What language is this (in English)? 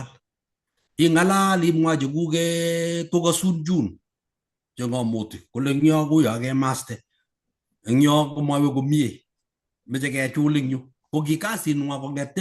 Kalenjin